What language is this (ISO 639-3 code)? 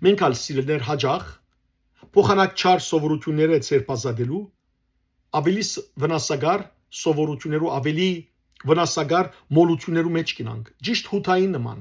hyw